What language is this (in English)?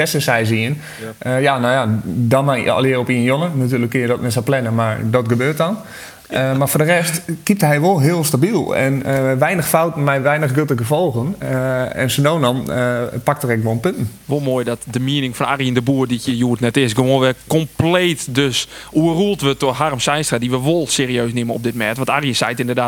Western Frisian